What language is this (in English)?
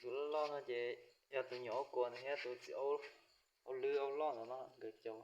Hmong